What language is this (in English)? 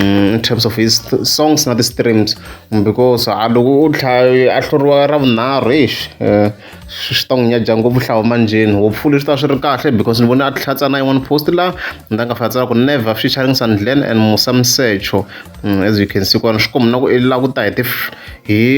Tsonga